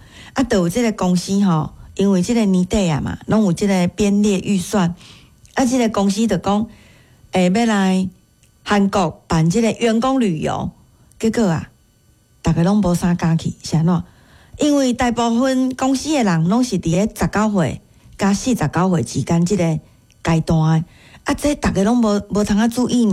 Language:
Min Nan Chinese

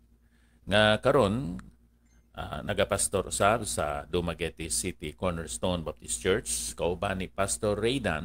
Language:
Hiligaynon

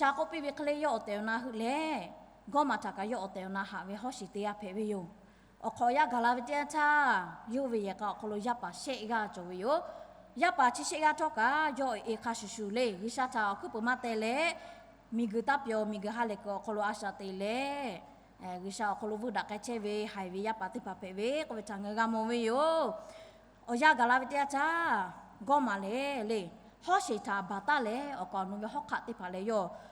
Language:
Lahu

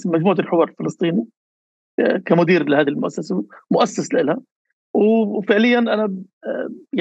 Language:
North Levantine Arabic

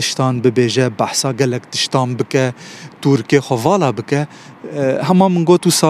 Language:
Kurdish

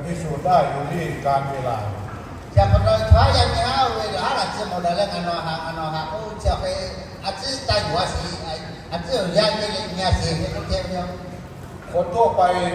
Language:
Lahu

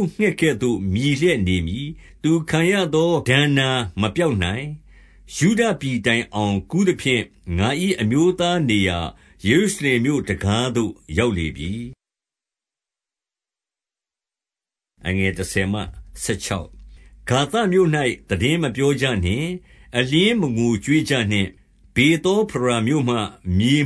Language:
Burmese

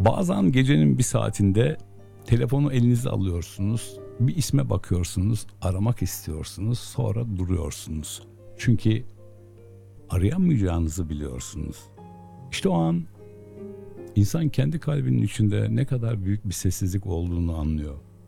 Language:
Turkish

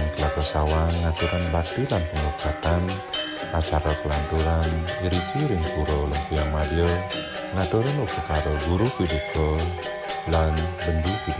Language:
Balinese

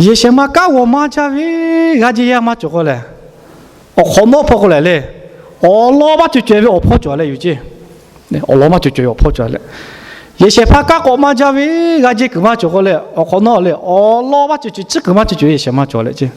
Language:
Lahu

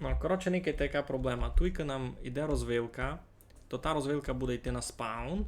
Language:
Rusyn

